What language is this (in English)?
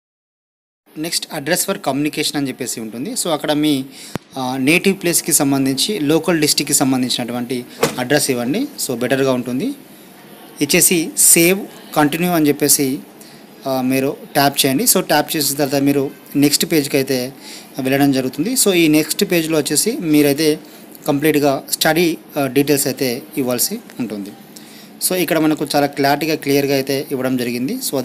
Telugu